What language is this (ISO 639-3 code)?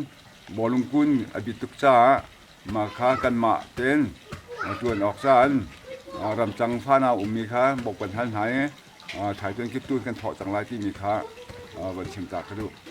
cnh